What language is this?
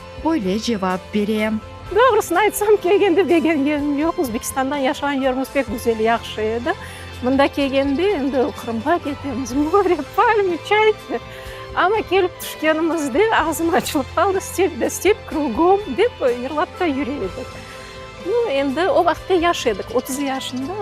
Crimean Tatar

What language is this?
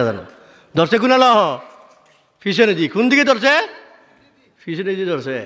Sylheti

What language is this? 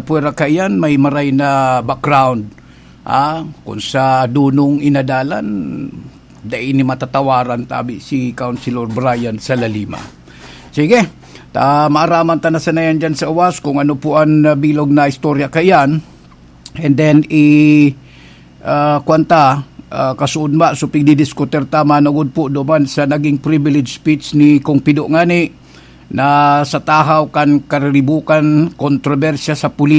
Bikol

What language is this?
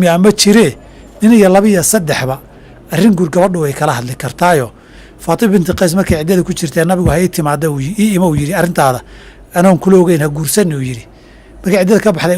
Somali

